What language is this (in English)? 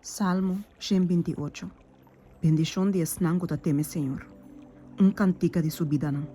Papiamento